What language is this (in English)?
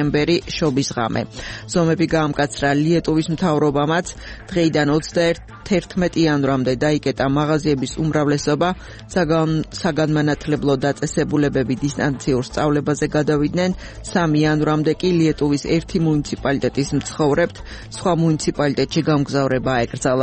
Georgian